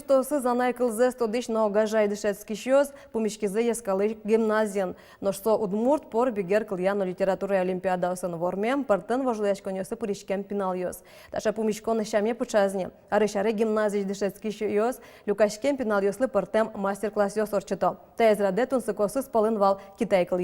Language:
Udmurt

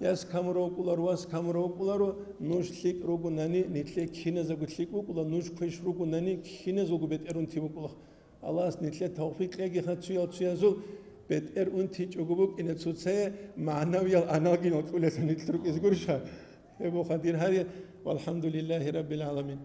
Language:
Avaric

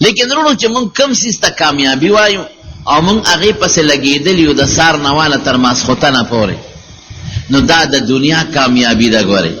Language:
Pashto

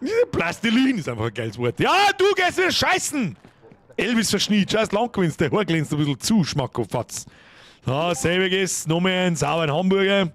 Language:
Bavarian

